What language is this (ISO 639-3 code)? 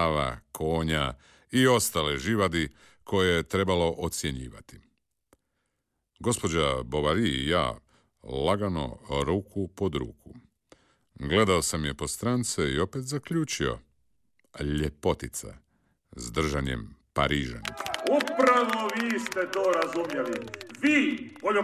hrv